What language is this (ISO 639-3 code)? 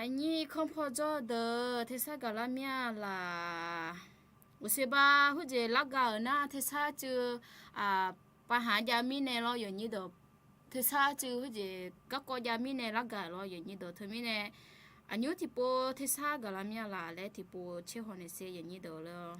ahk